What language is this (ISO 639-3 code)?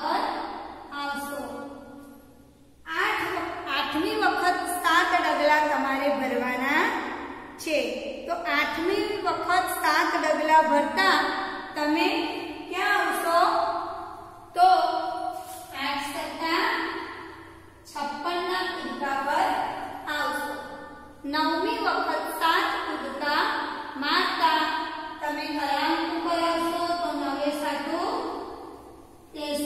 guj